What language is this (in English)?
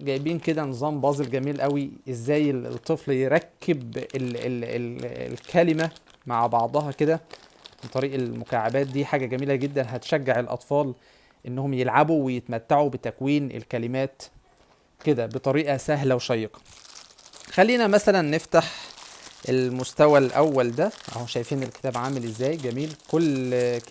Egyptian Arabic